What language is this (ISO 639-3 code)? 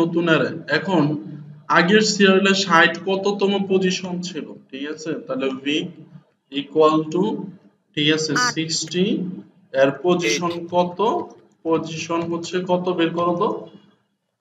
ben